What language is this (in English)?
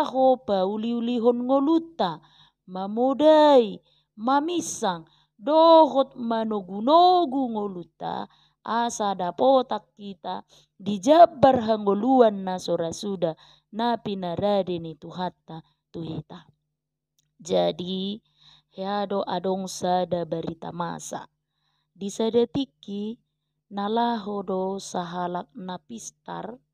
Batak Toba